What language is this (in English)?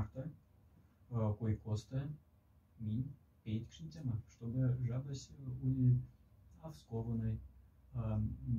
Moksha